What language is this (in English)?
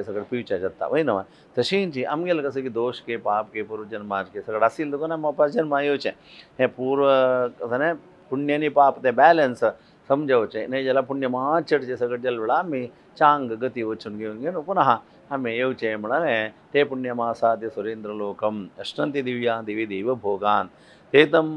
Konkani